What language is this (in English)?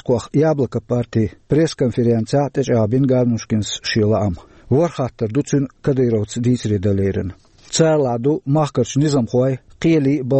Chechen